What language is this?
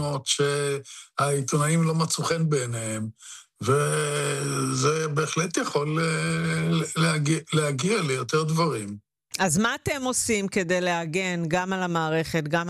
Hebrew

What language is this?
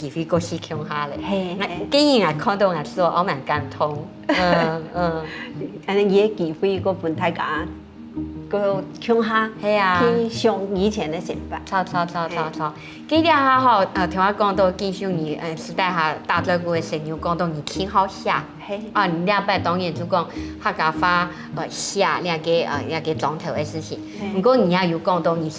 Hakka Chinese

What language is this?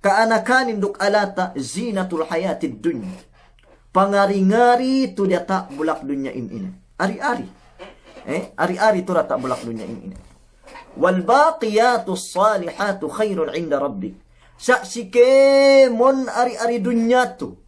Yakan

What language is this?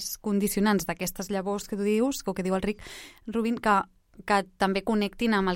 Catalan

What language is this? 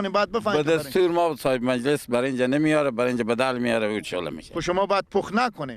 Persian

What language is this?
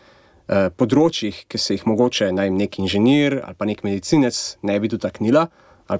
Slovenian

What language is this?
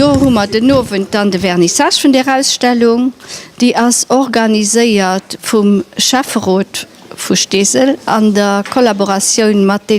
Luxembourgish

